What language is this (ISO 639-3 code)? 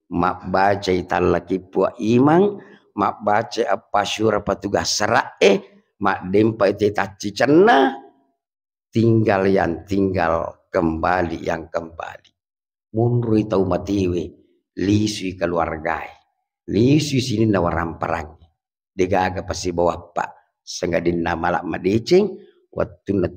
bug